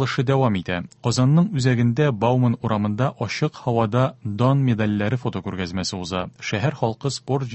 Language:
Tatar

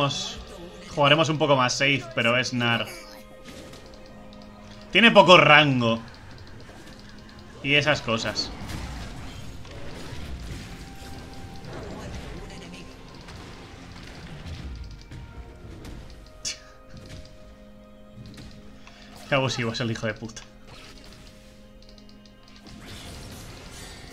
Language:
Spanish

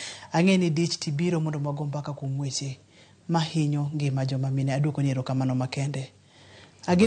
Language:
Luo (Kenya and Tanzania)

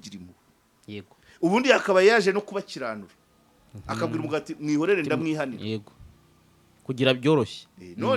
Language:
Kinyarwanda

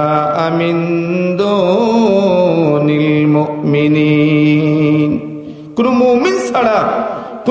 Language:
Sylheti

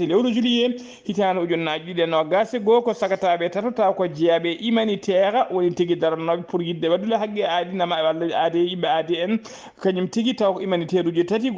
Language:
Fula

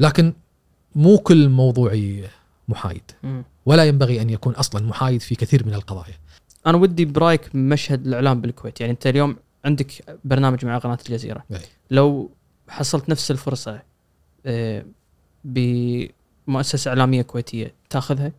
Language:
Gulf Arabic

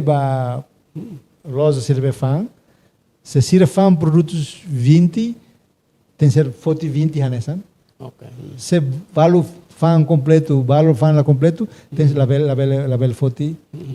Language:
Tetum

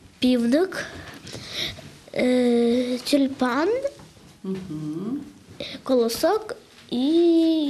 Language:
Ukrainian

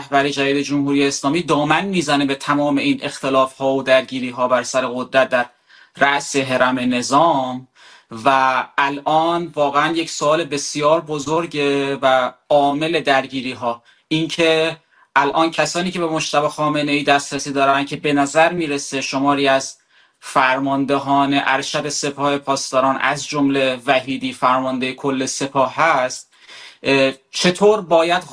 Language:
Persian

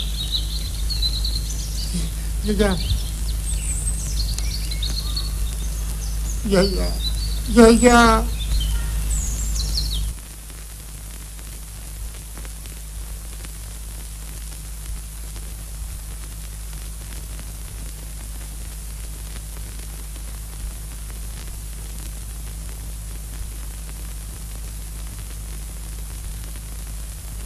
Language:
Greek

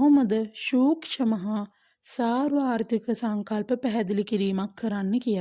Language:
Sinhala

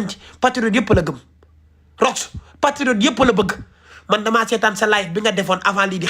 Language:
Wolof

